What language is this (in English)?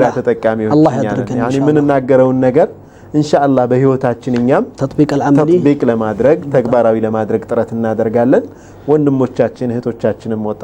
Amharic